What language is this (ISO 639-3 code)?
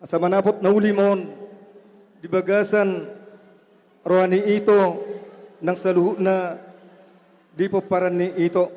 bbc